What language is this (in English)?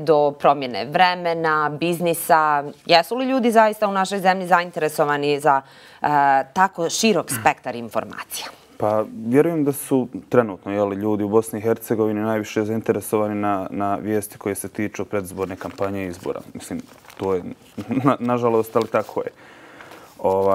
Bosnian